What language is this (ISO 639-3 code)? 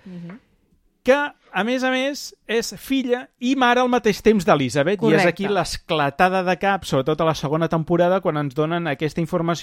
cat